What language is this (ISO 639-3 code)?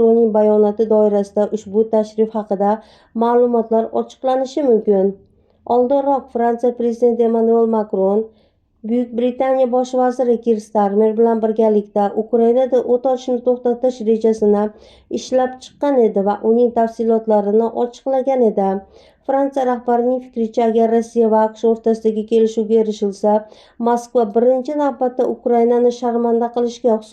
uzb